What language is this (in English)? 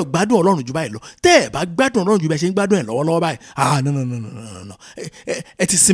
Yoruba